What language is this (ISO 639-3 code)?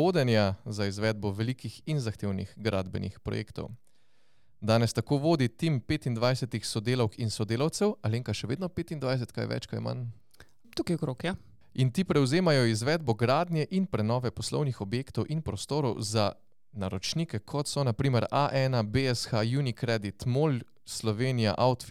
slv